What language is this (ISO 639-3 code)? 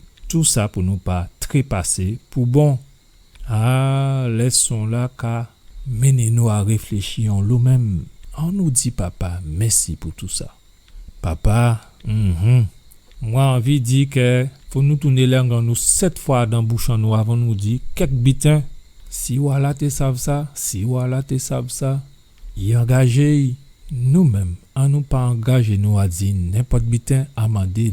gcf